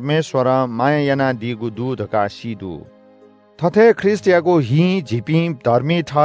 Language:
Newari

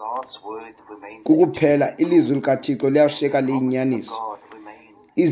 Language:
Xhosa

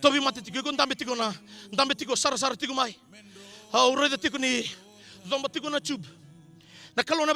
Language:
Fijian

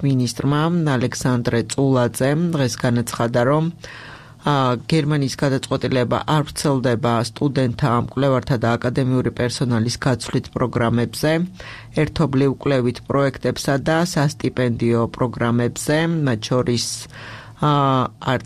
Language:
Georgian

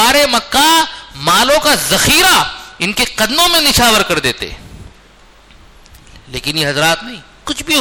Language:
Urdu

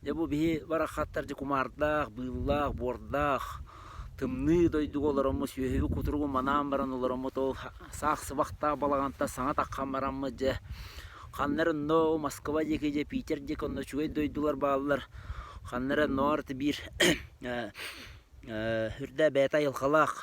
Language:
Yakut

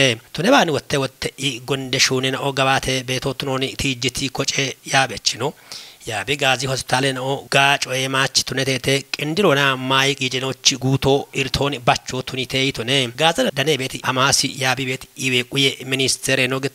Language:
Kafa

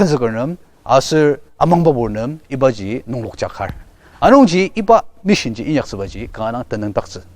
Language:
Ao Naga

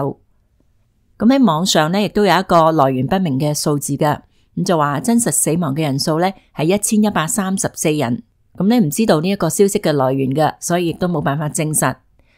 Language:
Cantonese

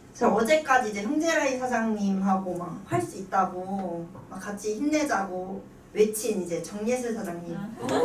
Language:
Korean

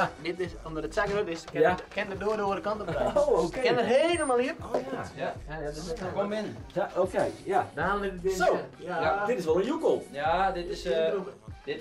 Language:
Western Frisian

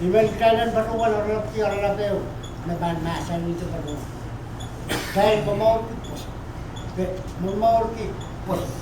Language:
Pohnpeian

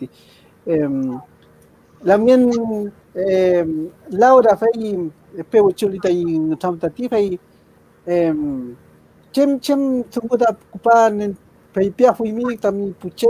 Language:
Mapuche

